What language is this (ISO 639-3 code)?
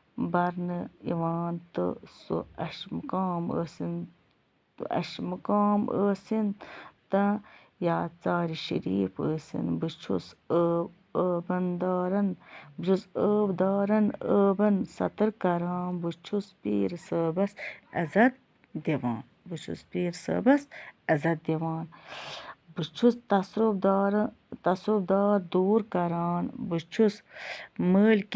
kas